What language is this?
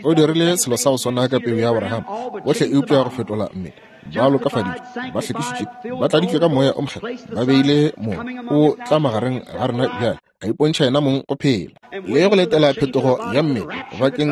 Northern Sotho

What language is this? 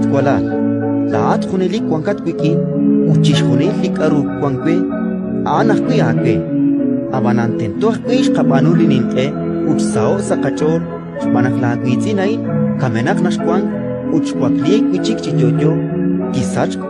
Kekchí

